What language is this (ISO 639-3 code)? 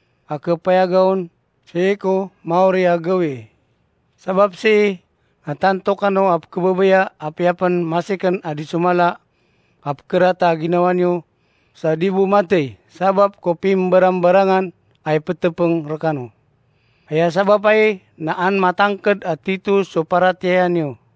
mrw